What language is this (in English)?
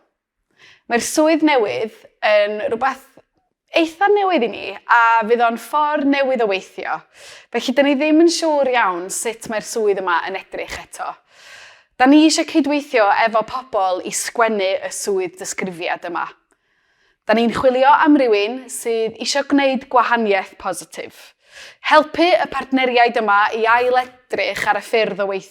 Welsh